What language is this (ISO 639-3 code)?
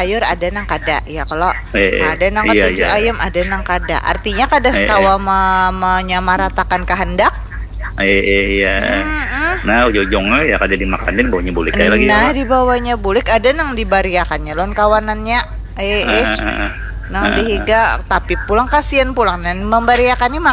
bjn